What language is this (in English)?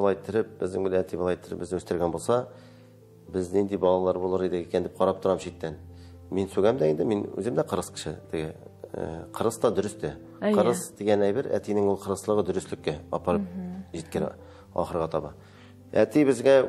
Tatar